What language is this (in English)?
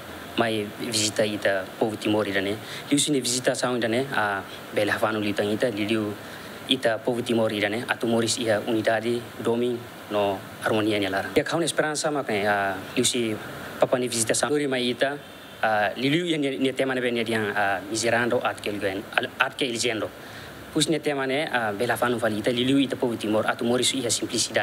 Tetum